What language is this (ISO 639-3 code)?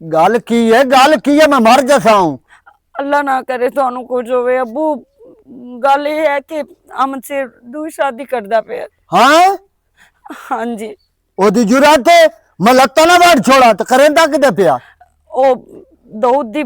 lah